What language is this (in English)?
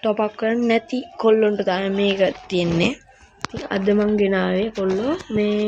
Sinhala